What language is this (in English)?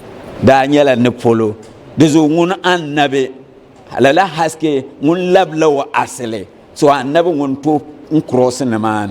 Dagbani